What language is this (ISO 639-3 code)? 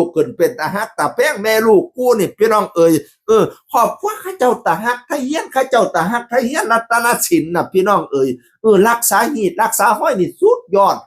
tts